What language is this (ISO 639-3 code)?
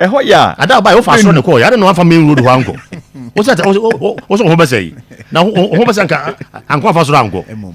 aka